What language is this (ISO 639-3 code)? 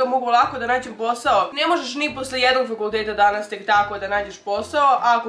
srp